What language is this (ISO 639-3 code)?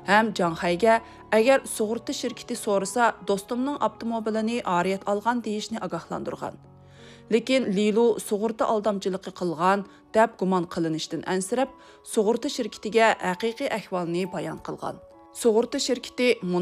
uig